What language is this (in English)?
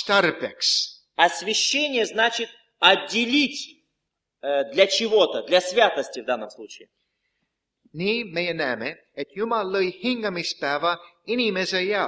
Estonian